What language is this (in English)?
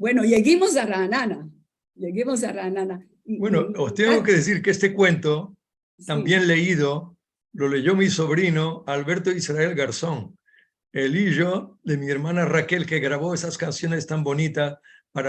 Ladino